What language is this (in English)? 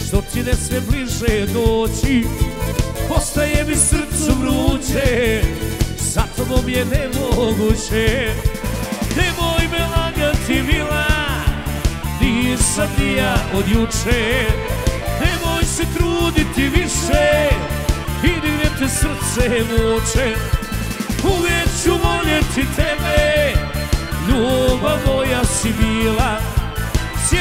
Serbian